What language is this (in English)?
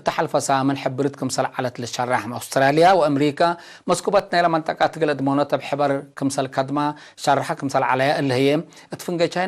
Tigre